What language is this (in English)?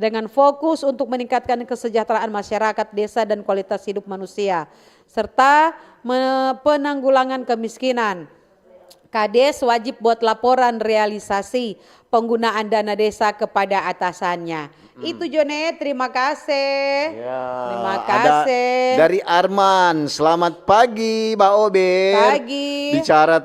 Manado Malay